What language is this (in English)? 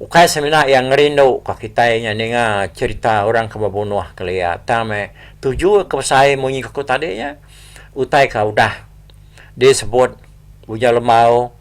Iban